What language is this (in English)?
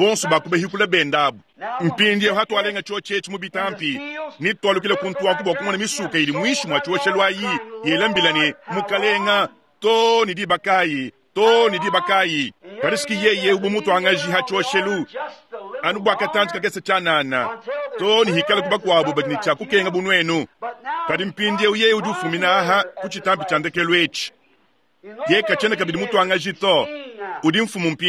Luba-Lulua